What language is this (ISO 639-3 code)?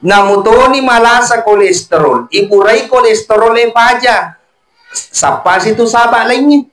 bug